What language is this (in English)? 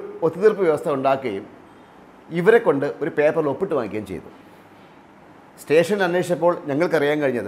Malayalam